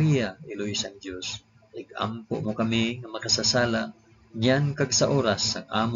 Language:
Hiligaynon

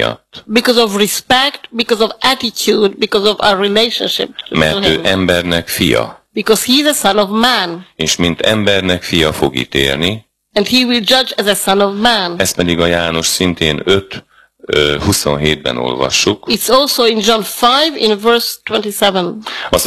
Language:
Hungarian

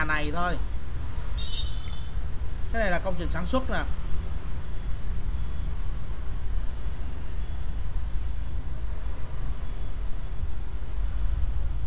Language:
Vietnamese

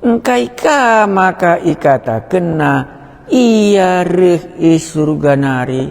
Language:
Batak Karo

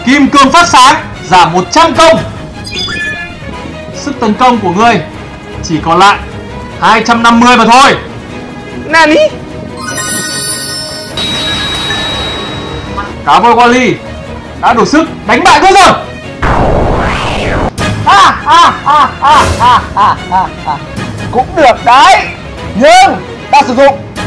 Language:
Vietnamese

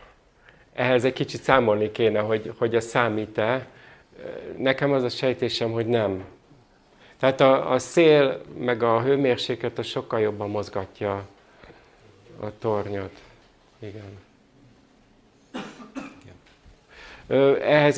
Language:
Hungarian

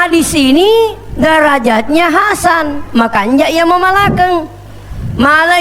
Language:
Buginese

